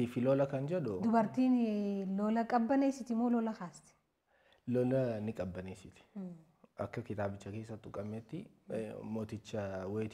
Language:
Oromo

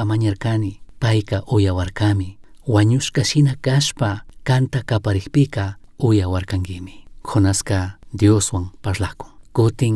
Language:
Chimborazo Highland Quichua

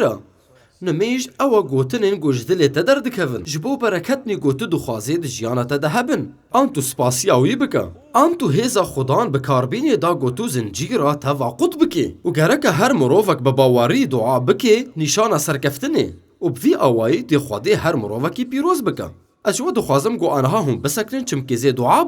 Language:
Kurdish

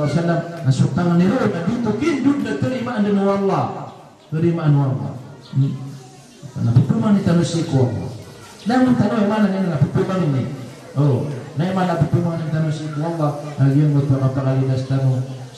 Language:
Maranao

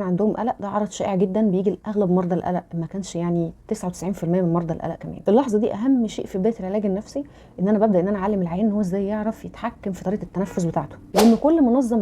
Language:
Egyptian Arabic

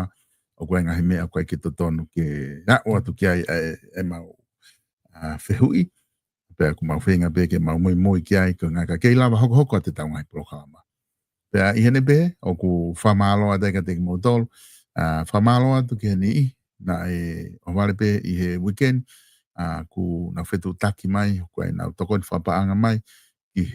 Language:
Tongan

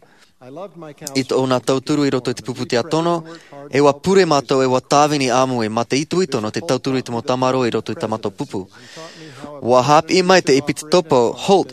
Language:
Tahitian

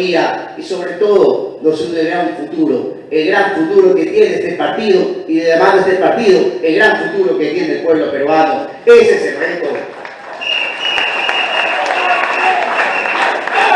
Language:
Spanish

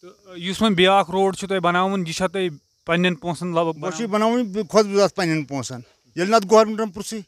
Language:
Kashmiri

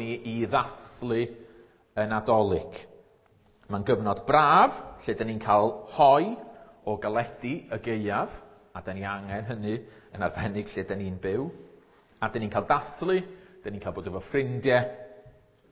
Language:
Welsh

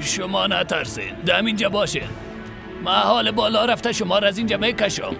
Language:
Persian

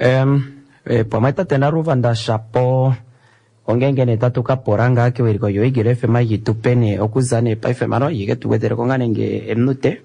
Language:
Kuanyama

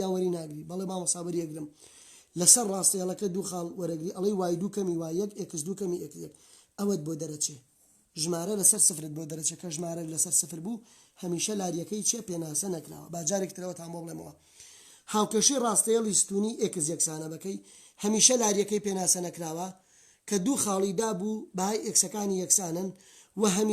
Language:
Central Kurdish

